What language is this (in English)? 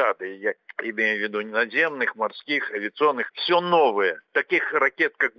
Russian